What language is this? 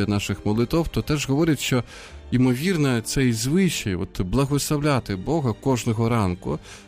Ukrainian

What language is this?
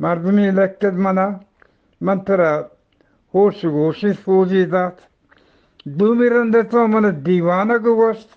Eastern Balochi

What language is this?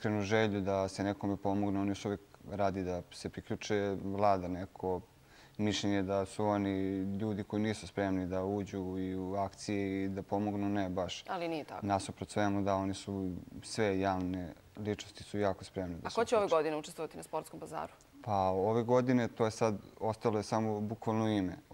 Serbian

